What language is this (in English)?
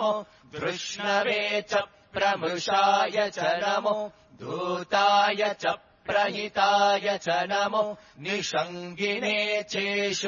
Sanskrit